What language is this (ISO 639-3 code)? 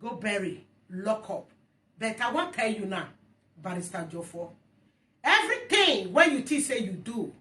pcm